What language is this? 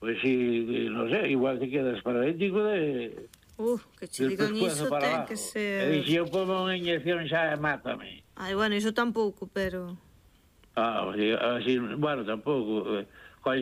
Galician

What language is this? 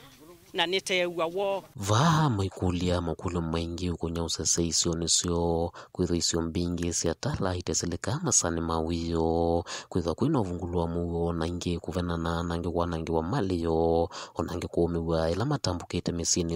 Kamba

